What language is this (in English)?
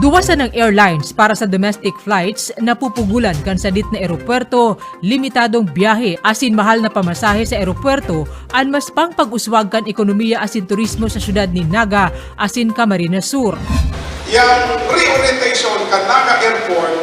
Bikol